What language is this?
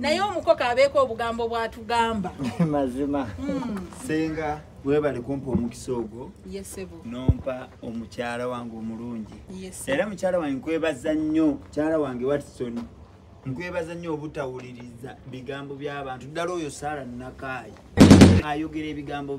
Ganda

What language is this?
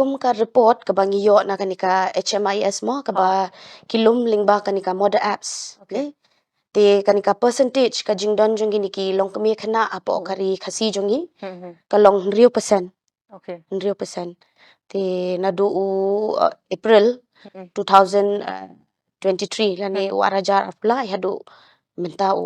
Khasi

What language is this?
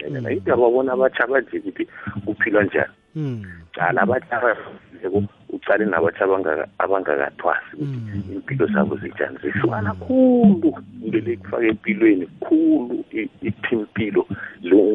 South Ndebele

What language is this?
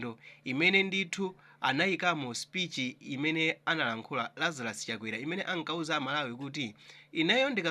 Nyanja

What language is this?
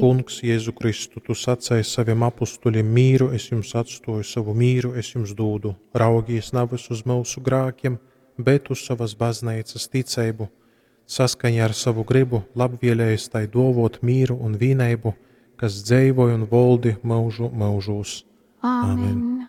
Latgalian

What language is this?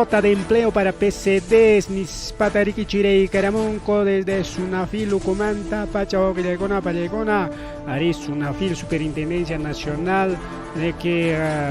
Ayacucho Quechua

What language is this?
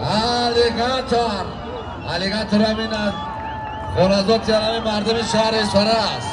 Tajik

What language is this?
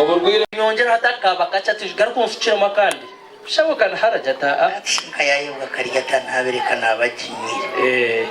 Nyankole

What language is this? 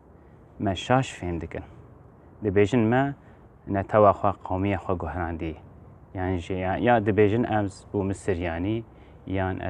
Kurdish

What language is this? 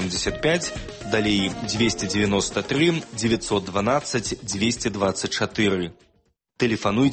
Belarusian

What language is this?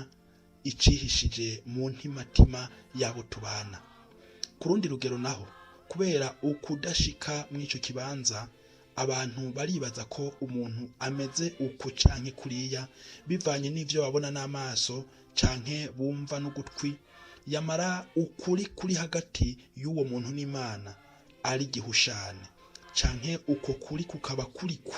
Rundi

